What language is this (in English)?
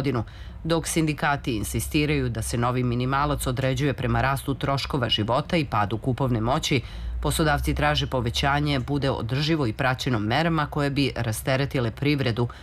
Serbian